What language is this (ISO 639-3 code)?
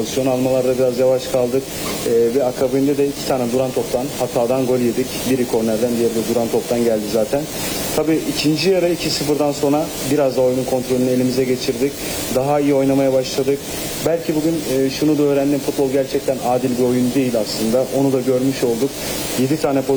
tur